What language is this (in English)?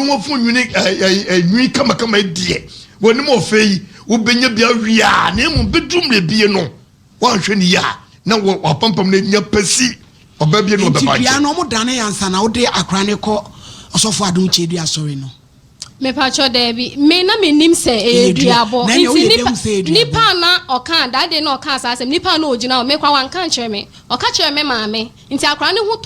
Akan